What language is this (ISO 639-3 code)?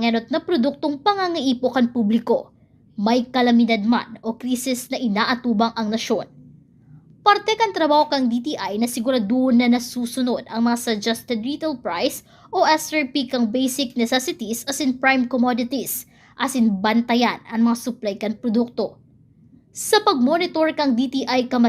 bik